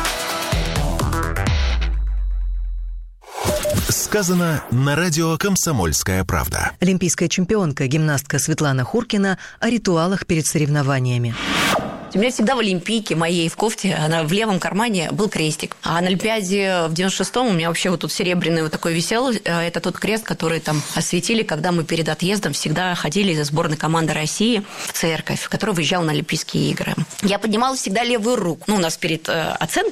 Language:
Russian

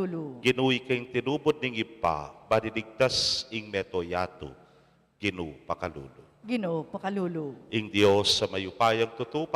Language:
Pampanga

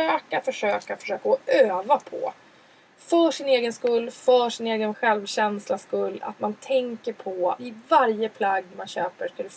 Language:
Swedish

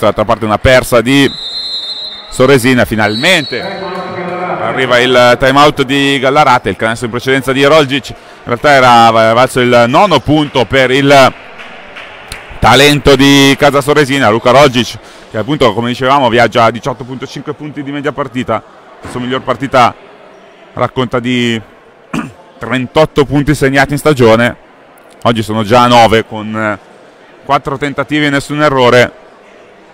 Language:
Italian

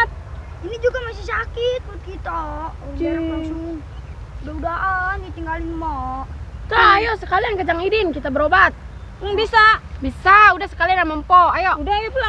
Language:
Betawi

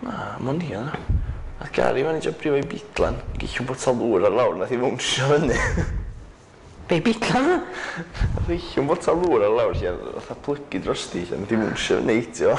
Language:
Welsh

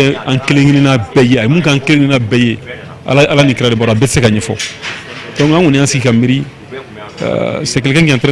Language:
Bambara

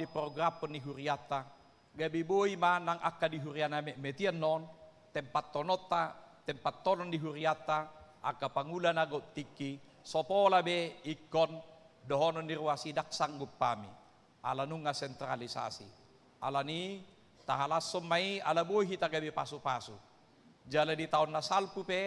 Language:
Batak Toba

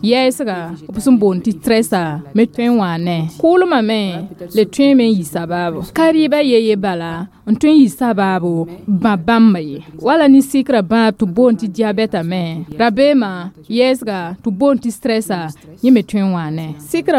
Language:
Mossi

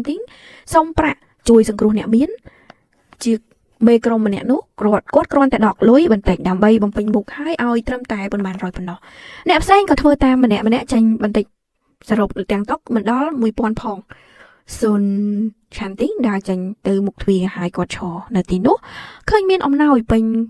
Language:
Khmer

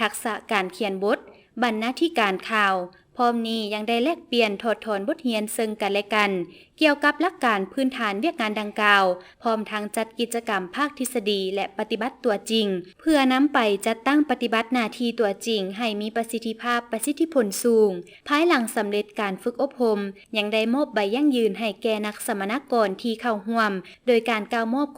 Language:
Lao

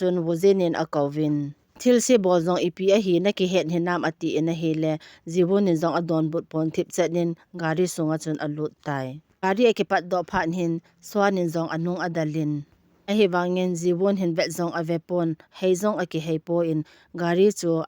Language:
Thado Chin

